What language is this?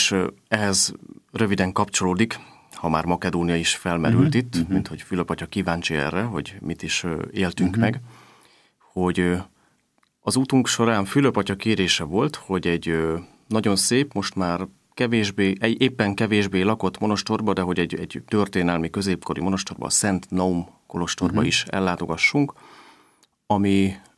Hungarian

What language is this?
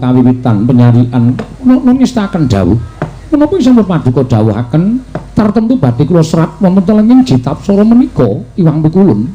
Javanese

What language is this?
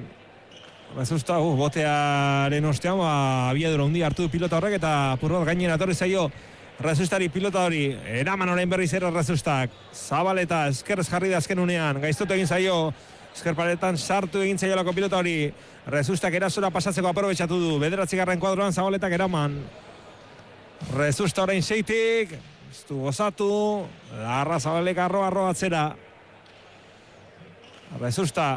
Basque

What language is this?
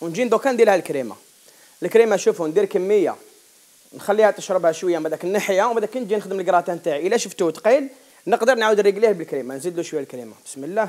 Algerian Arabic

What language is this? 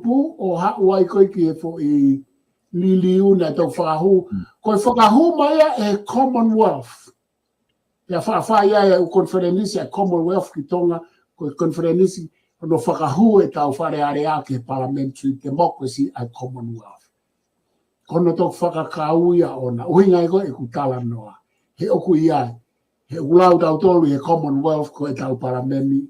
Tongan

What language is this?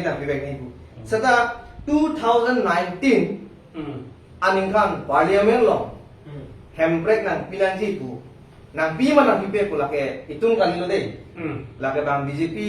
Karbi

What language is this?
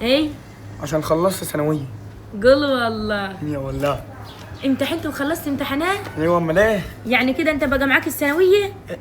Egyptian Arabic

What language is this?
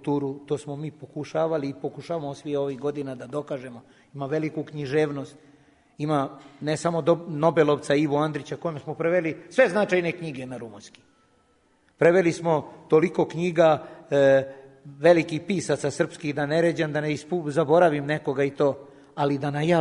Serbian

